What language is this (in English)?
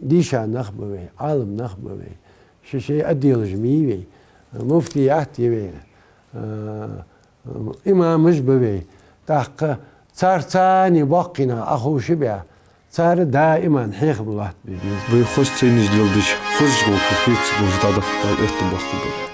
Ingush